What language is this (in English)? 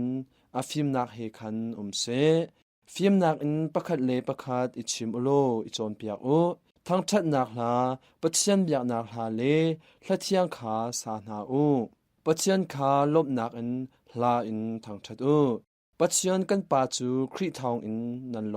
Hakha Chin